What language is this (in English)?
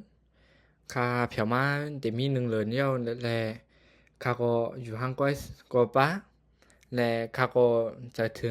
Shan